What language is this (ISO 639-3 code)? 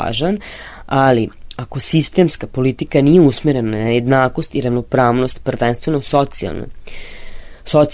srp